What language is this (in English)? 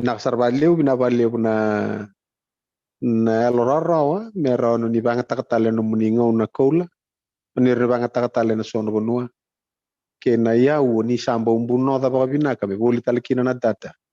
Fijian